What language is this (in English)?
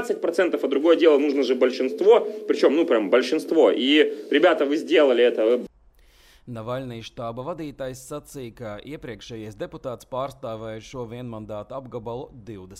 Latvian